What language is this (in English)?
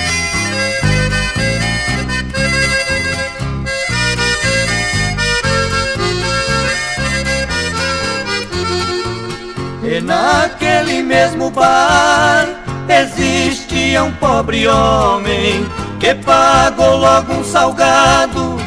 Portuguese